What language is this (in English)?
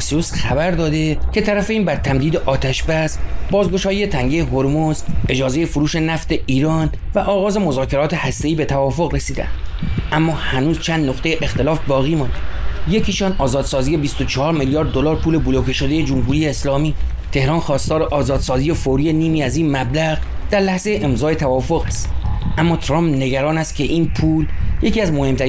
Persian